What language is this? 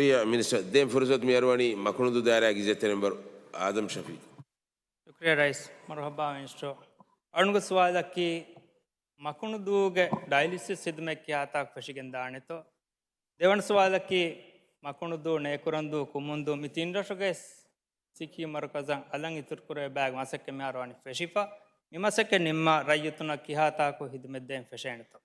Divehi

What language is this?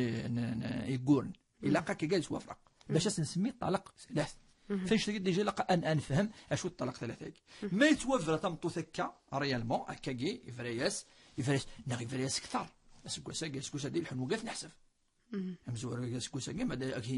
Kabyle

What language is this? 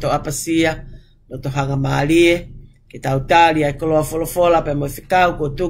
Tongan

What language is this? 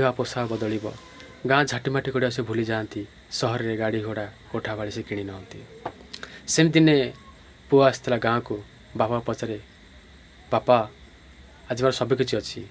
Odia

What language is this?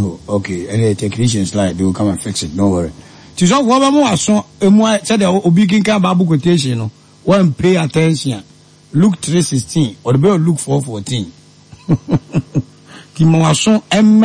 Akan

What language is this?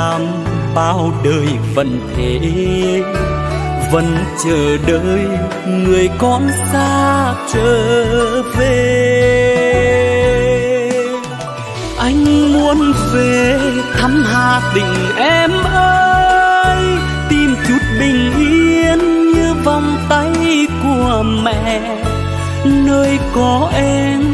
Vietnamese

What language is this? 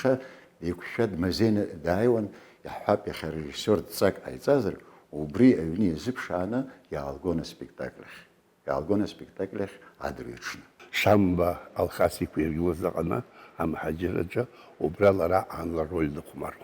Abkhazian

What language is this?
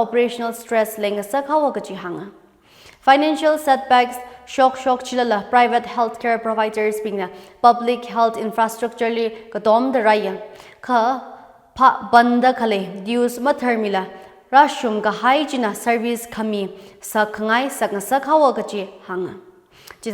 Tangkhul Naga (India)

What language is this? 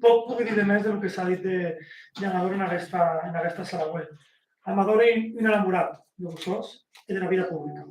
Occitan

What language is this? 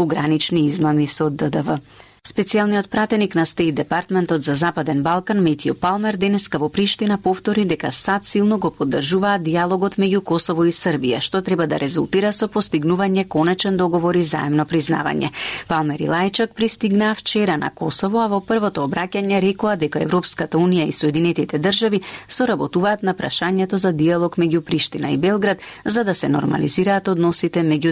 Macedonian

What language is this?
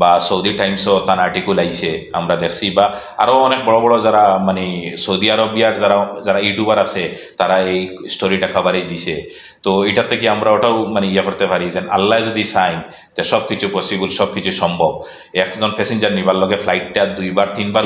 Sylheti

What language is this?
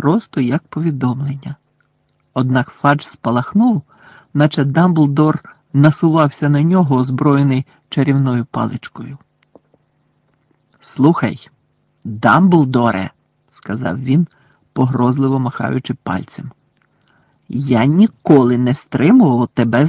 Ukrainian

